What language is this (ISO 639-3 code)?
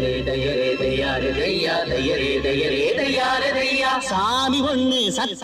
tam